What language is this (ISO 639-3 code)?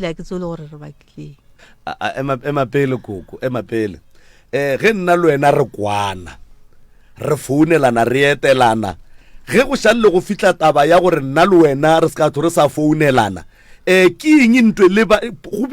nso